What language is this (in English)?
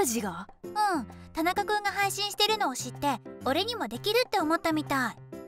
Japanese